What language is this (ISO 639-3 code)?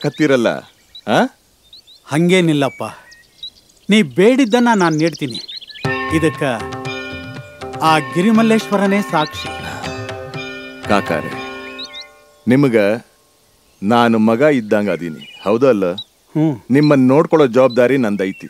kan